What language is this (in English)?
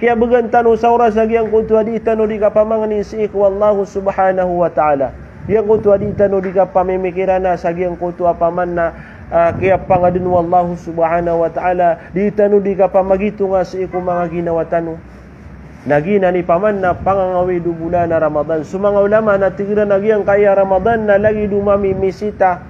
Maranao